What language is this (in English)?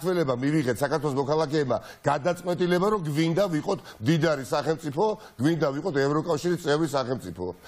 Georgian